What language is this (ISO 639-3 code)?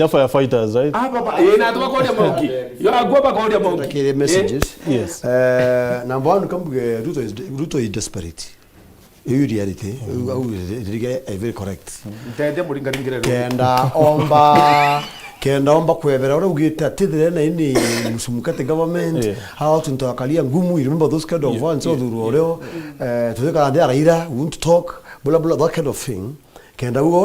mer